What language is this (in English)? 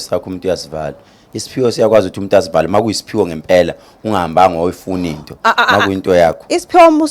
Zulu